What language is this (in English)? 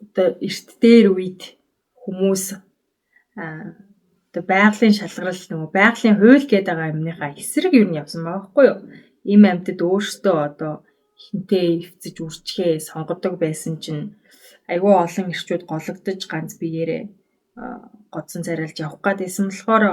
Mongolian